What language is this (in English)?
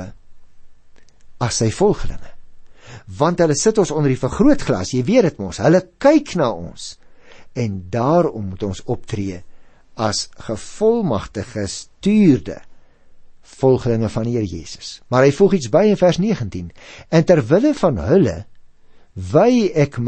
Afrikaans